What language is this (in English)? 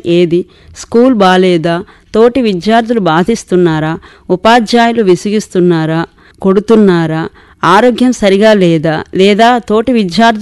Telugu